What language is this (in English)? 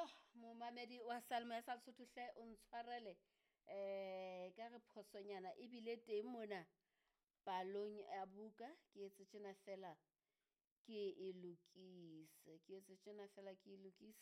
Southern Sotho